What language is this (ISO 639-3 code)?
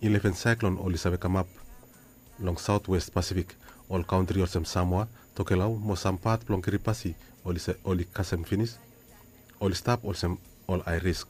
bis